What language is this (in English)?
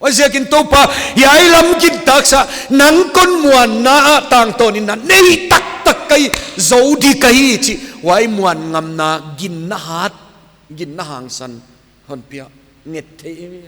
Paite Chin